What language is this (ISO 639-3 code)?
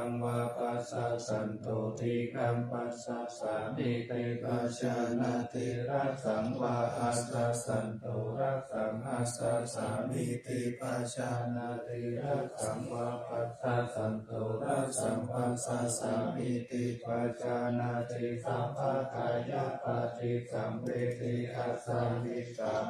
pli